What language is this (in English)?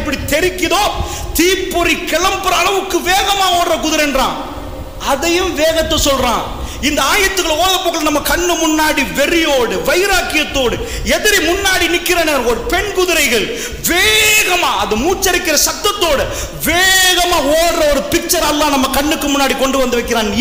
Tamil